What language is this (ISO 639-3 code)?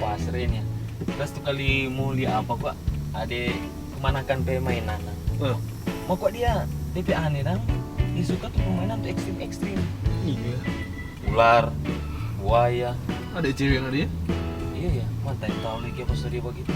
xmm